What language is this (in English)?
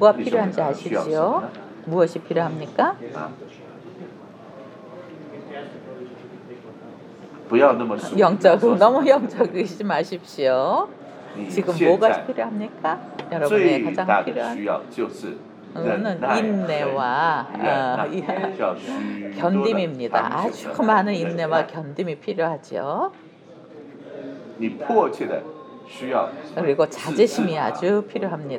Korean